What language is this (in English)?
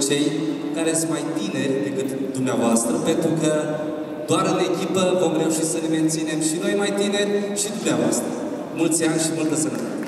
Romanian